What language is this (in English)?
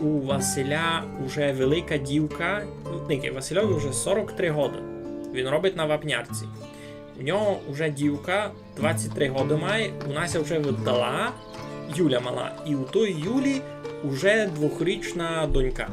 Rusyn